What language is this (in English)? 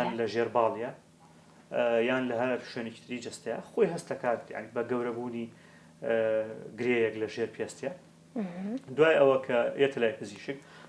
Central Kurdish